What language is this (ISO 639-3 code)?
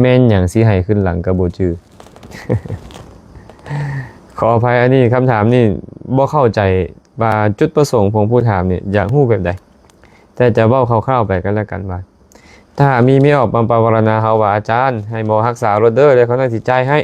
lao